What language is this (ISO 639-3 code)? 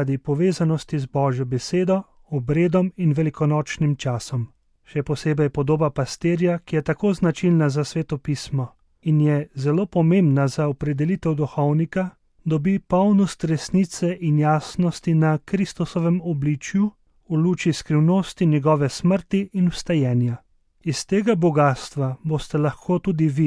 slv